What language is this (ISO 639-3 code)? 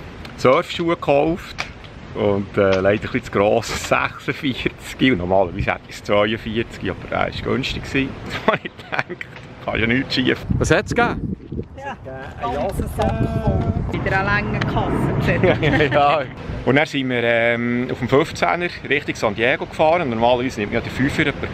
gsw